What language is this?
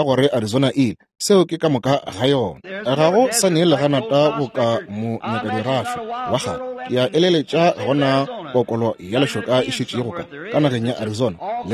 Northern Sotho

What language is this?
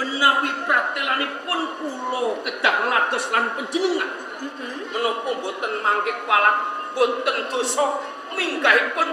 Javanese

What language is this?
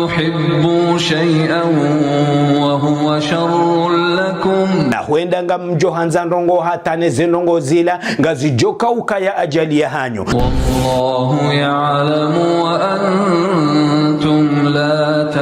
Ngazidja Comorian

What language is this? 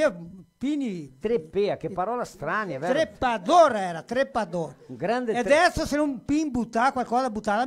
Venetian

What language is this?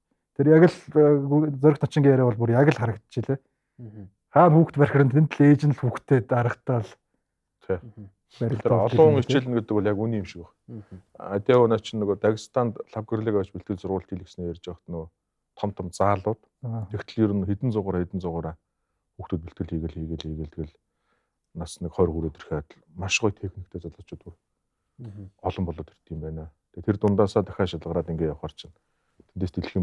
Mongolian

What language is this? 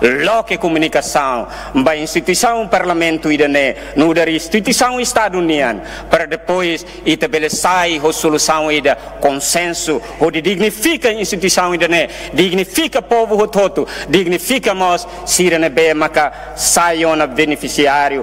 Tetum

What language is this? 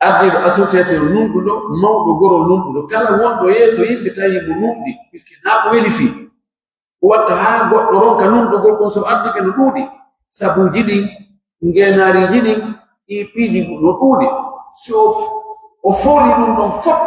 Pular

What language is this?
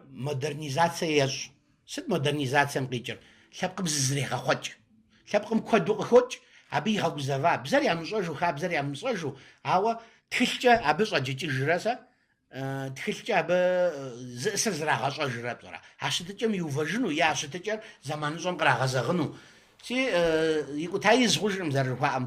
Kabardian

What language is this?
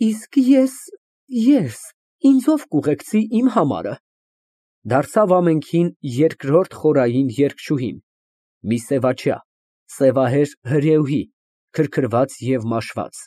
Armenian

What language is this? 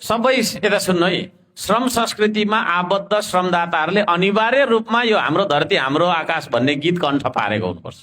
Nepali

